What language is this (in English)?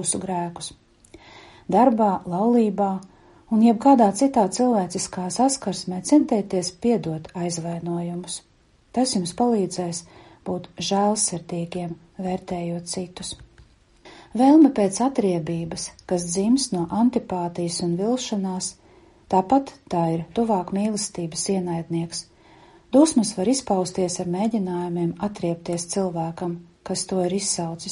Latvian